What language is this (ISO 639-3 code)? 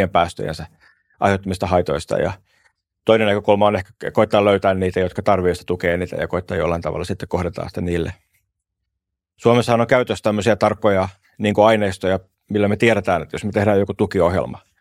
fin